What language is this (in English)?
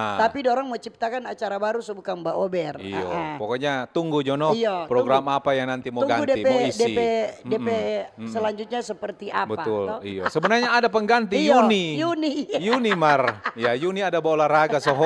Manado Malay